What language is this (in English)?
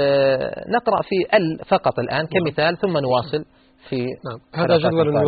Arabic